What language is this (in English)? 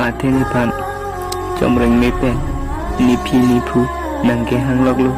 Karbi